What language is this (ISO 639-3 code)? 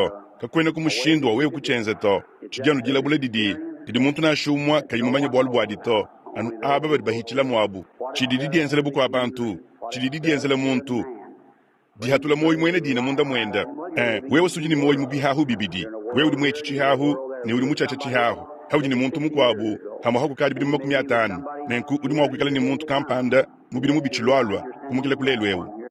lua